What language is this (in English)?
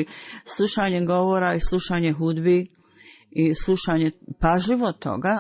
Bosnian